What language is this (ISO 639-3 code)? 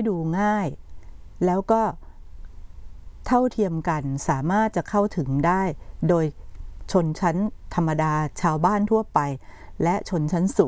tha